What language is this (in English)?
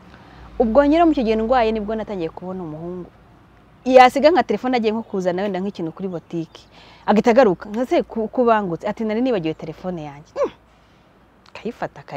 Kinyarwanda